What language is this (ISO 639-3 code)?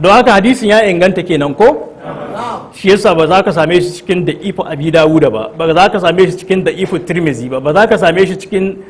hau